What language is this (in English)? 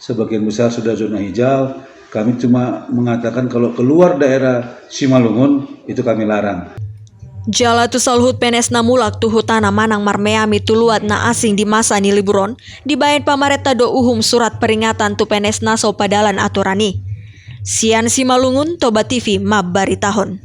Batak Toba